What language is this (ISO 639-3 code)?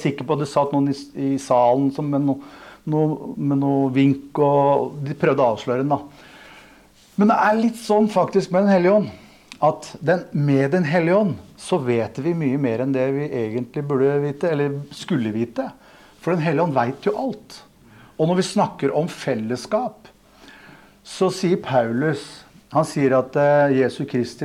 nor